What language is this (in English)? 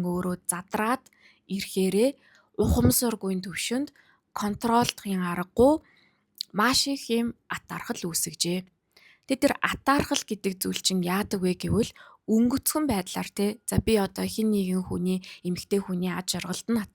Mongolian